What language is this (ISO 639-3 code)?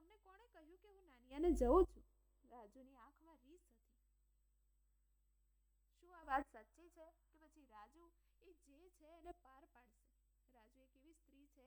guj